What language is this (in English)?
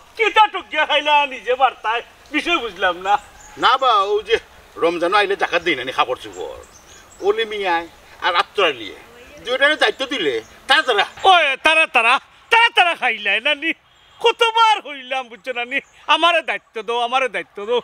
Sylheti